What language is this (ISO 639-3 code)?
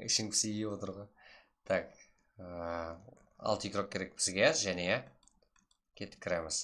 kaa